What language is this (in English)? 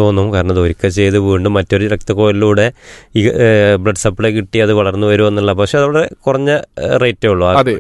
Malayalam